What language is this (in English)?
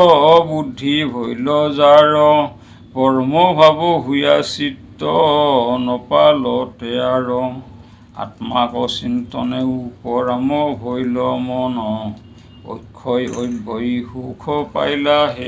Assamese